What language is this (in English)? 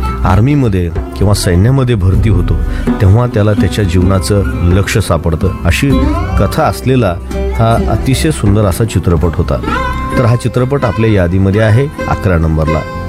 Marathi